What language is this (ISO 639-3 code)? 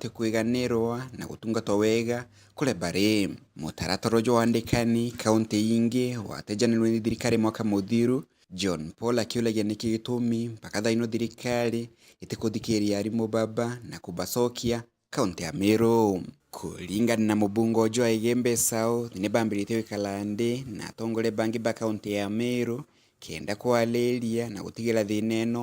mer